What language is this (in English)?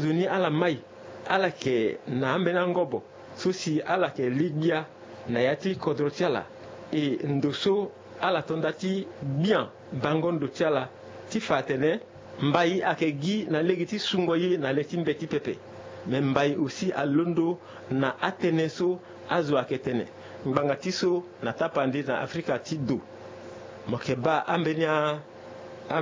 Sango